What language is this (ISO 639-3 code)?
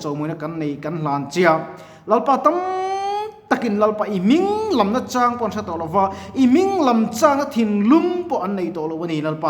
lus